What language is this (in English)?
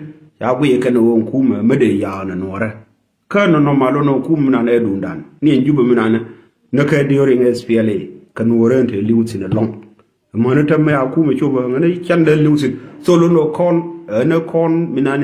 Nuer